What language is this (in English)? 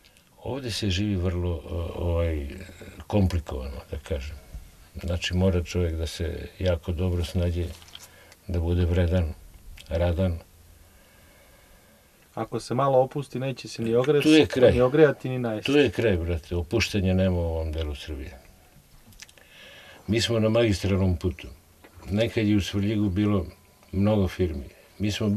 Serbian